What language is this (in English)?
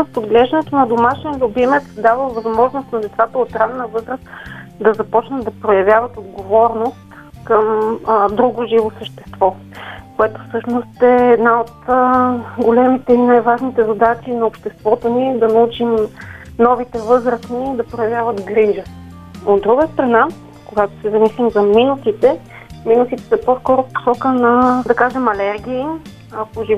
Bulgarian